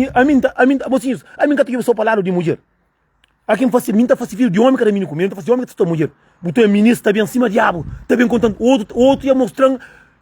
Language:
Kabuverdianu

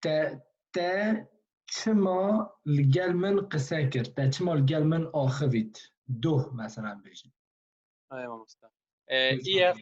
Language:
Kurdish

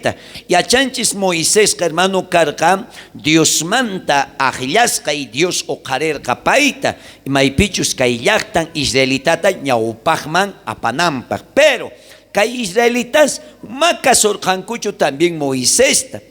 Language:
South Bolivian Quechua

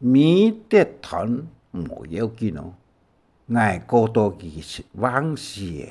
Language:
Hakka Chinese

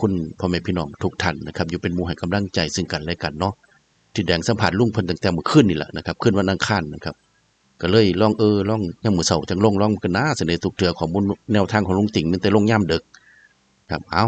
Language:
Northeastern Thai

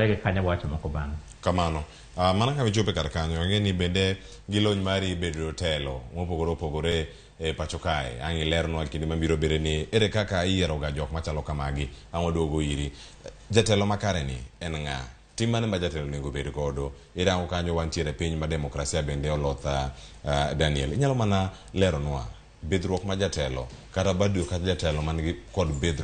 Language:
Luo (Kenya and Tanzania)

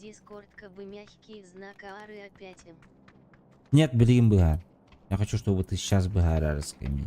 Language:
Yakut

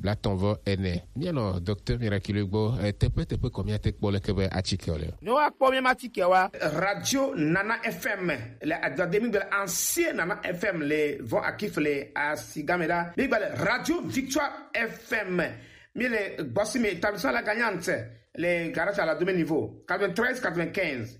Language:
Gen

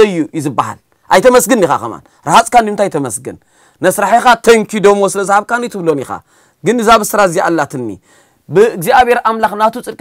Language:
Tigrinya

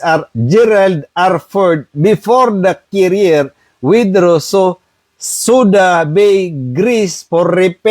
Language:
Maranao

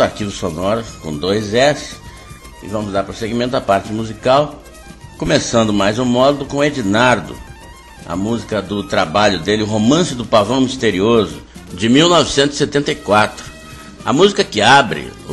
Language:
Portuguese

